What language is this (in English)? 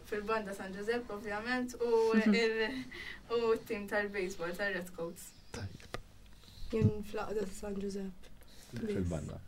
Maltese